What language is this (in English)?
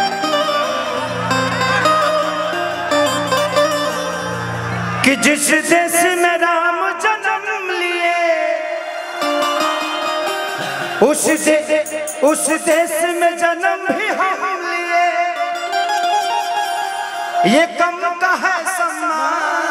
Bhojpuri